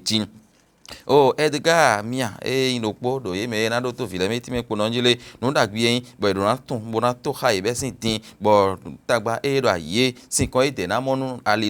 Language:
Fon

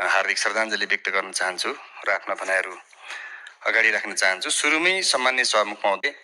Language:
Nepali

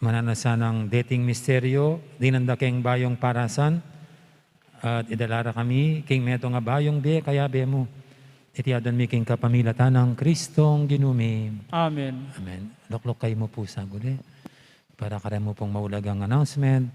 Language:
Pampanga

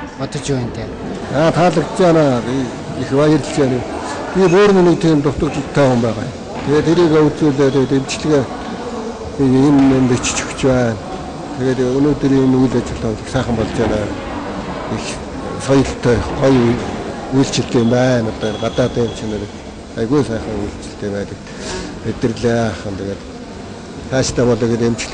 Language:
Mongolian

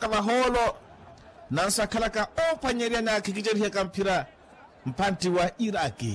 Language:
Makhuwa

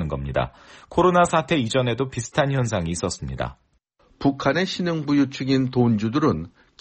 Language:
Korean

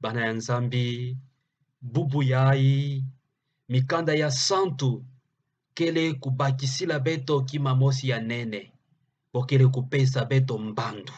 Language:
Kituba (Democratic Republic of Congo)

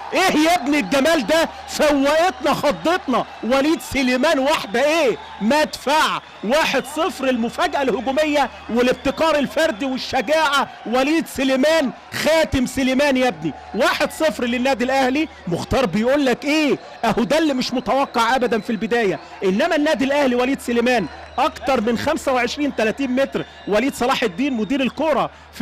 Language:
Egyptian Arabic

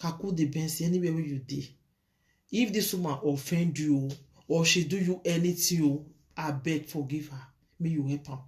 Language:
Nigerian Pidgin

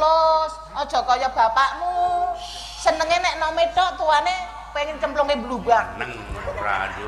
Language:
Javanese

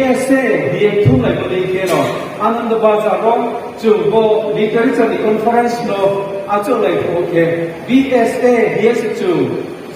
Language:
Riang (India)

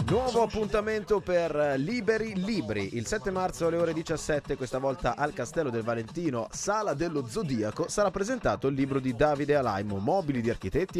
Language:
Italian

